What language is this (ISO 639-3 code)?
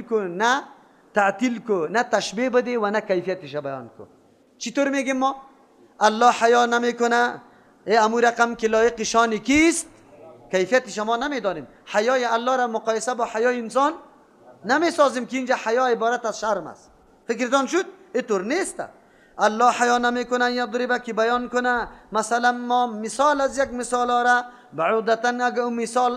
fas